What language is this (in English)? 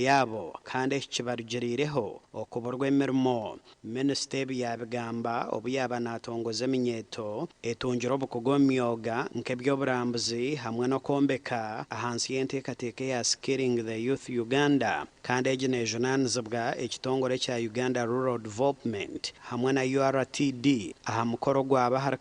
Nyankole